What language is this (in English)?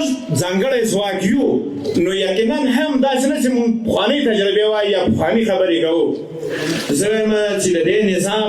Pashto